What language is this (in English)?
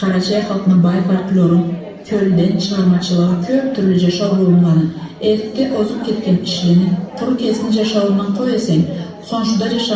Karachay-Balkar